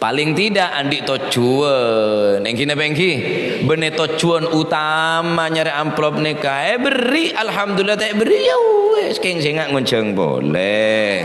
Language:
Madurese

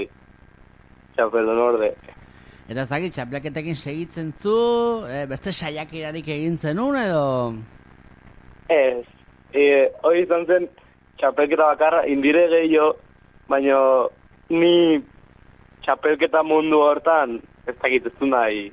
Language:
Basque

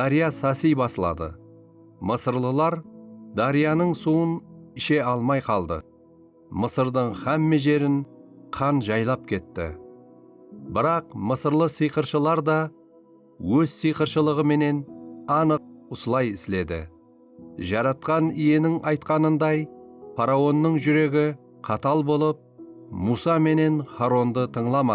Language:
Kara-Kalpak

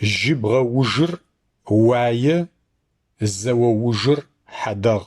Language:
Adyghe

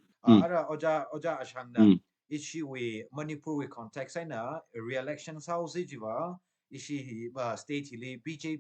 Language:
Tangkhul Naga (India)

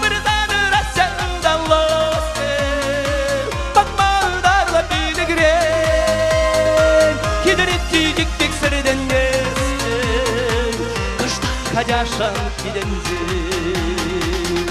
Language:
Chuvash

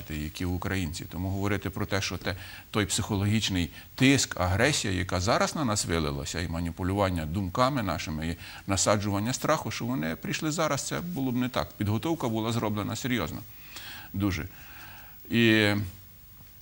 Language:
Ukrainian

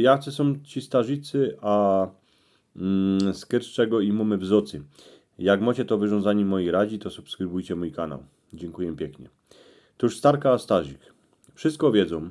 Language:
Silesian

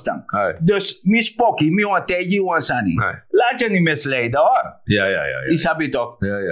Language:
Sranan Tongo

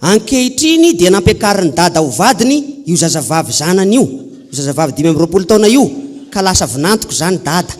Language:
Malagasy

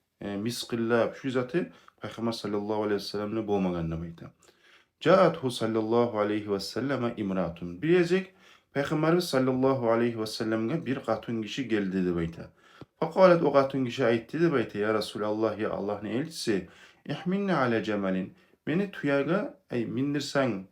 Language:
Kumyk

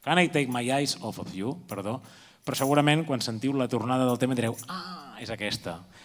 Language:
Catalan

